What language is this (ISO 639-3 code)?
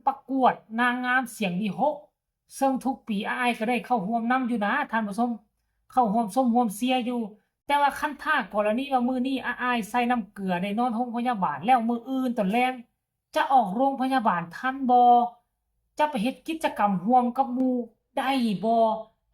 tts